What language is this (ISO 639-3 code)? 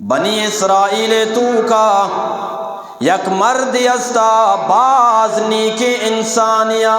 bgp